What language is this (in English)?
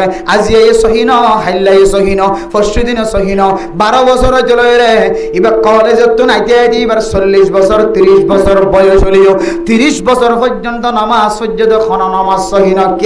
Rohingya